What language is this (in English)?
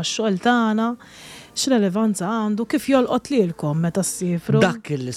Maltese